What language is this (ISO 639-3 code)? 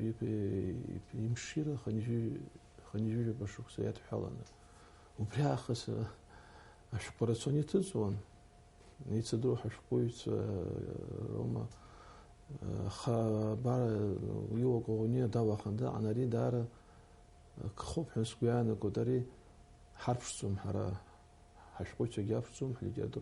abk